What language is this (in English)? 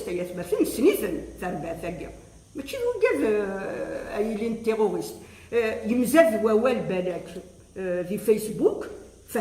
Kabyle